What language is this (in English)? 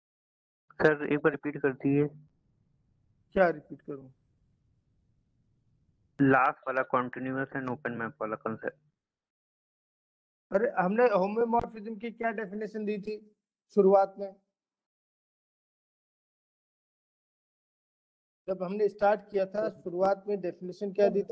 Hindi